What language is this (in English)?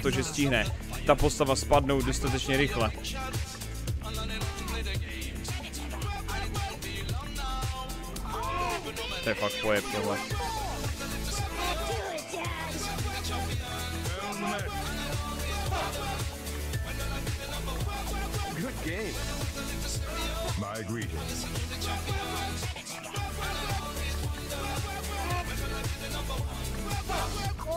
Czech